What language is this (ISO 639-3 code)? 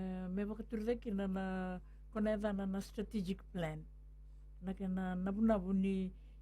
fij